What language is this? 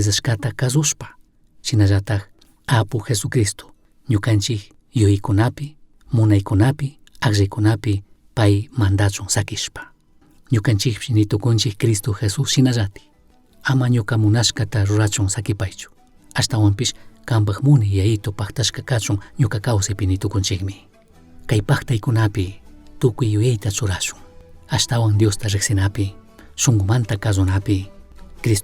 Chimborazo Highland Quichua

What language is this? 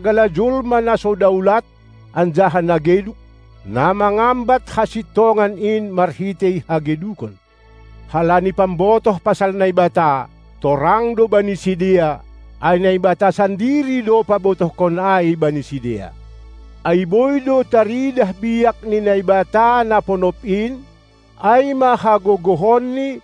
Batak Simalungun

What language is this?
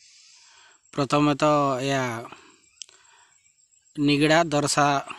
Odia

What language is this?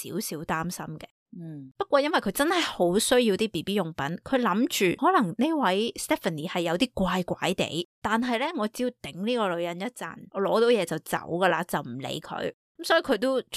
Cantonese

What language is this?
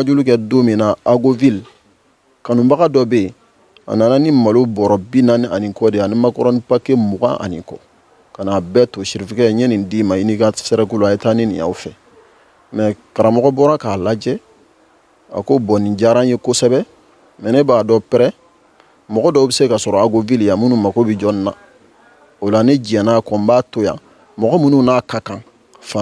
Bambara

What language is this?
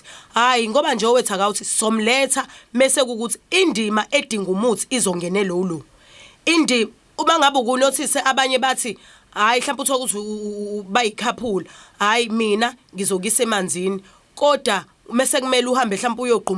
Zulu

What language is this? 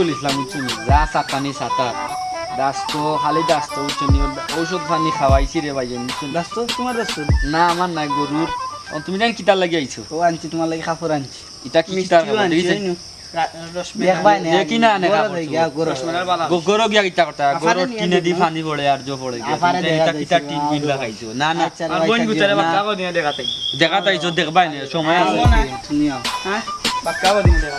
Sylheti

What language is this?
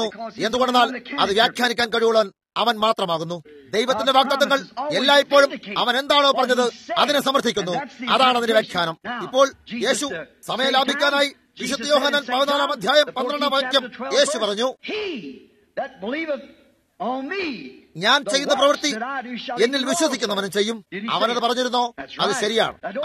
Malayalam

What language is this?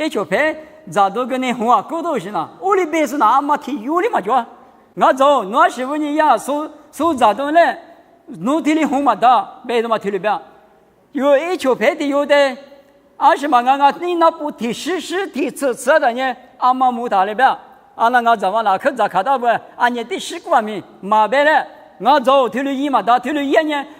Lisu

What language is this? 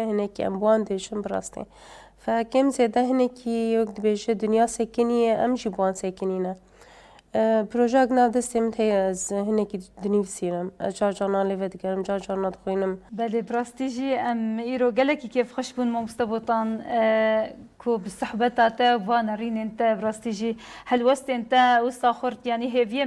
Kurdish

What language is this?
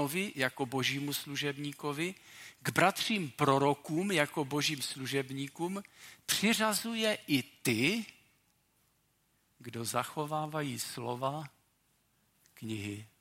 Czech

